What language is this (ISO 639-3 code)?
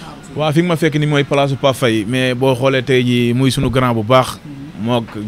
wol